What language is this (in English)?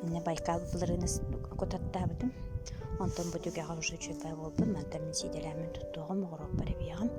Yakut